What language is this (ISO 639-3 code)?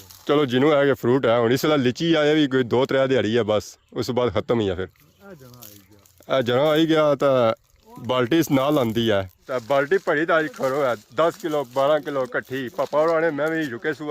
phr